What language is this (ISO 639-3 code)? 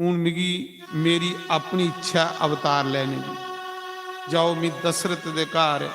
doi